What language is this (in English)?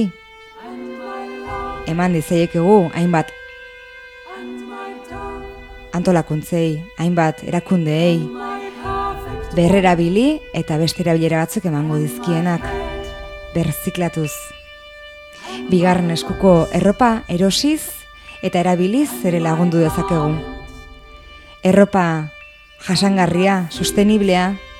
Basque